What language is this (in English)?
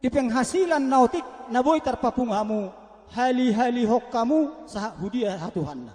Batak Toba